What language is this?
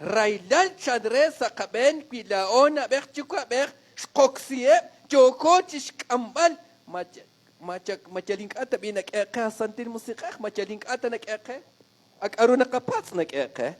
Kekchí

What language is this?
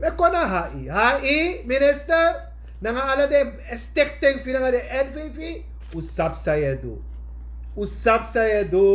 Sranan Tongo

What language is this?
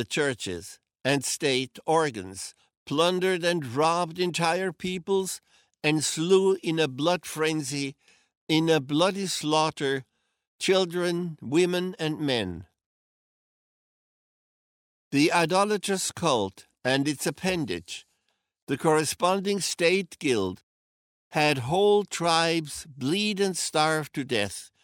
English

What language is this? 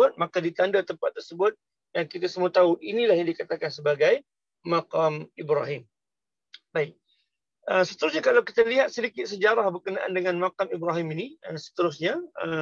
Malay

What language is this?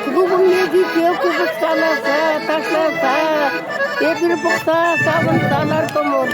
Chuvash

